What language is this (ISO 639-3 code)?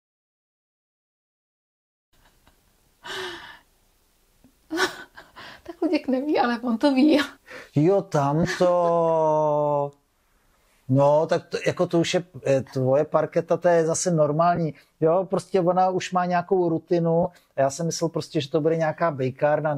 ces